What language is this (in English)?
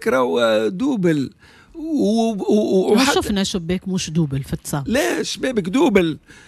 Tunisian Arabic